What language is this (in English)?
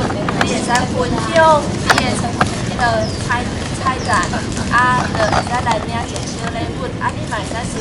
Min Nan Chinese